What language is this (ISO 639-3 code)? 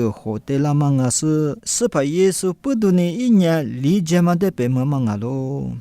lis